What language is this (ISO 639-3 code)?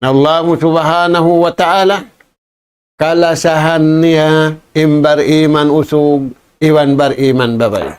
tsg